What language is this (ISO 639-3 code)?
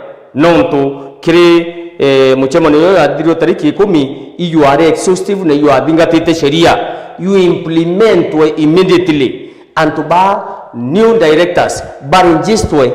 mer